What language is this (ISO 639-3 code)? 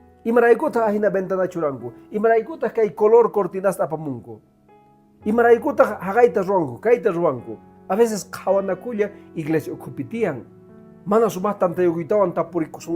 que